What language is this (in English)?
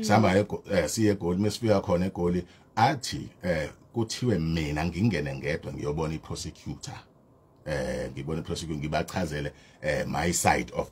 Zulu